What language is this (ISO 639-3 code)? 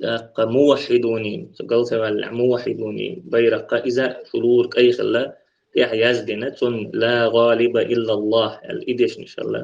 che